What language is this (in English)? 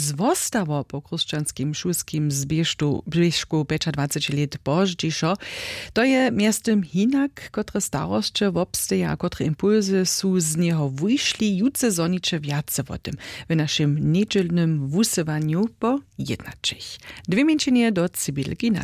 Upper Sorbian